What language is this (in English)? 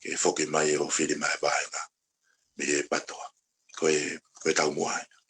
Tongan